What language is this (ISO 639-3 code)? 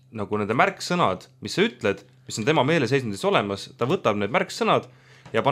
est